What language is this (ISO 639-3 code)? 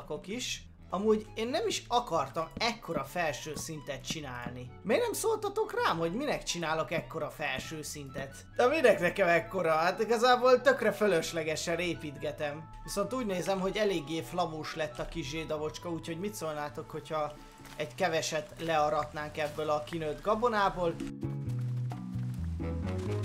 hun